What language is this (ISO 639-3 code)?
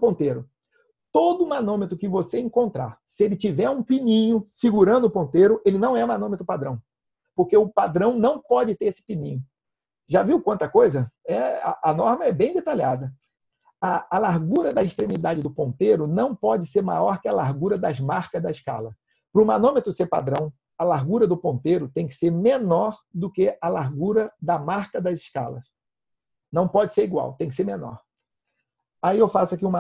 por